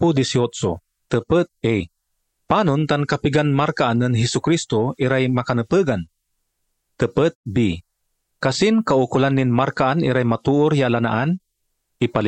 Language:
Pangasinan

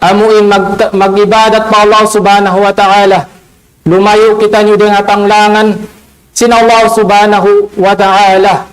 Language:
Tausug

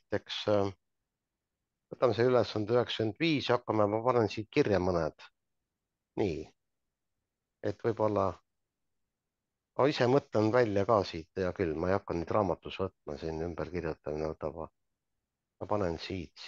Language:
Estonian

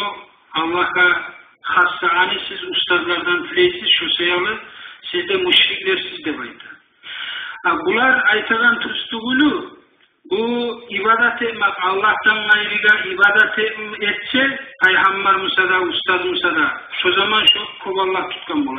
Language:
Kumyk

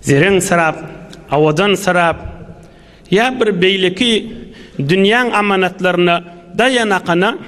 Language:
Turkmen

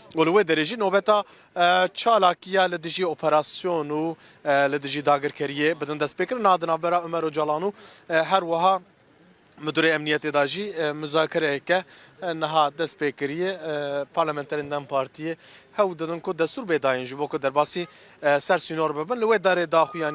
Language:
Kurdish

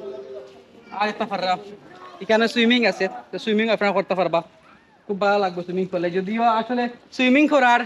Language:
Sylheti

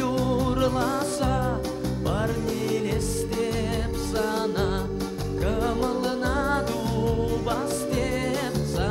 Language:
Chuvash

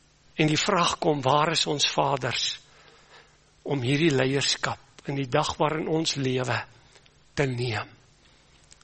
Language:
Afrikaans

